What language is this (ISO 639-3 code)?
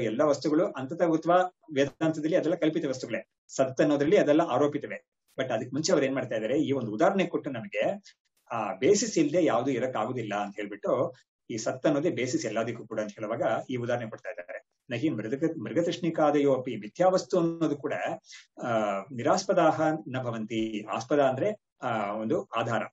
kan